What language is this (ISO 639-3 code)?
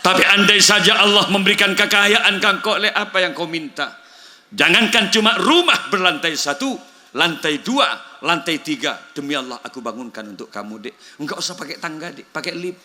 mad